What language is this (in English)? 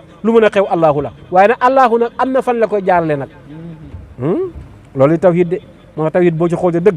Wolof